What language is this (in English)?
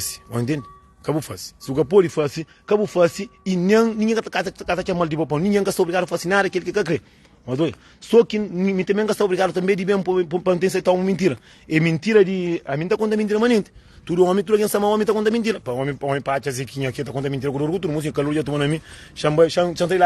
Kabuverdianu